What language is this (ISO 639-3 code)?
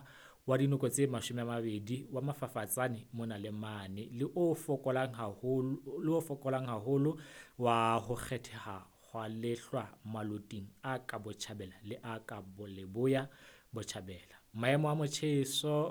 sot